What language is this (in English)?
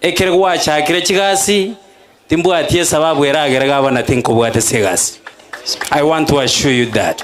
Gusii